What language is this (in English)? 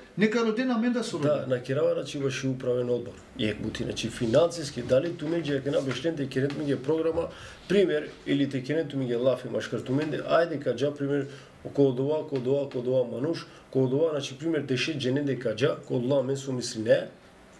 Macedonian